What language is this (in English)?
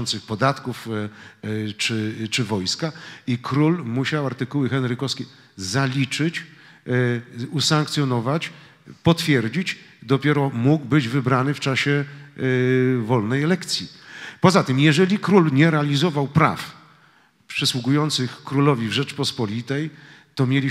Polish